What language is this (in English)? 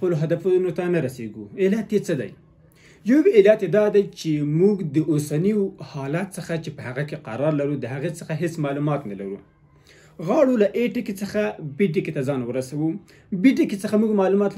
Pashto